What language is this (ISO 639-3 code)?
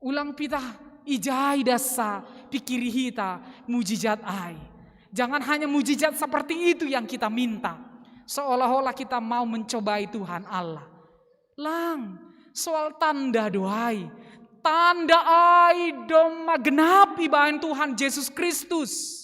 bts